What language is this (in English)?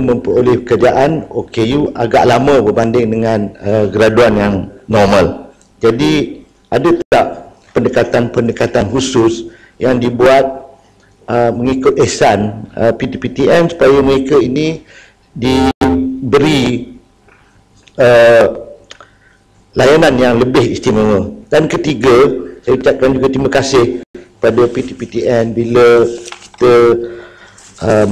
Malay